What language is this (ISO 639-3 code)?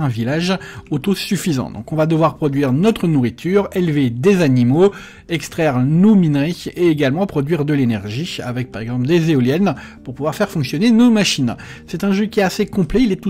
fra